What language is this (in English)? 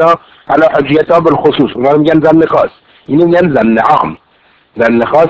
Persian